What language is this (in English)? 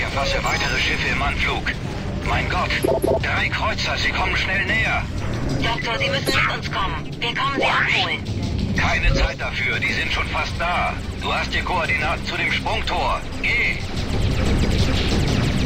German